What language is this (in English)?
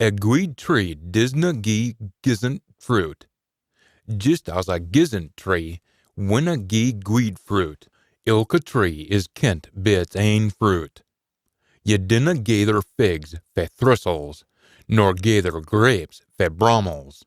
Scots